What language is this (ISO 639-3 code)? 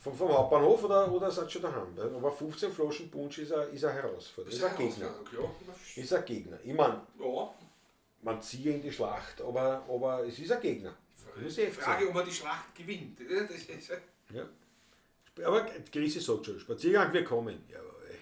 bar